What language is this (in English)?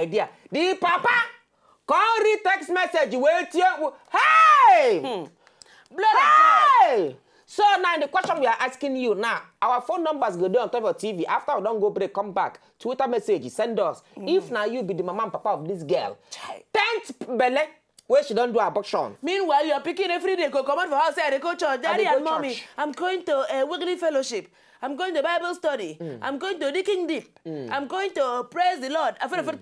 Nigerian Pidgin